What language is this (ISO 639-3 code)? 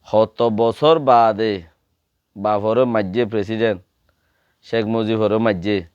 rhg